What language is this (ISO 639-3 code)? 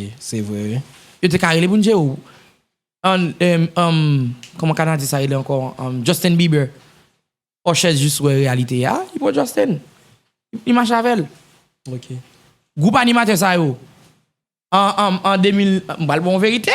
hat